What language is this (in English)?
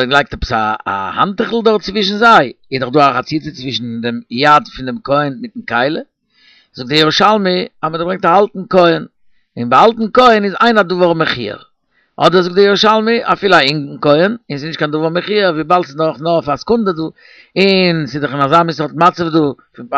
Yiddish